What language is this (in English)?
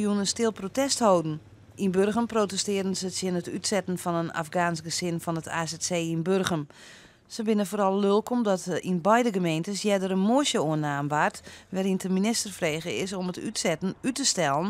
Western Frisian